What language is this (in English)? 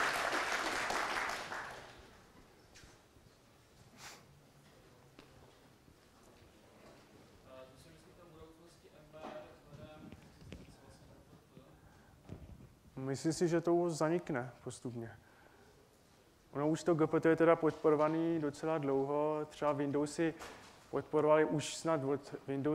Czech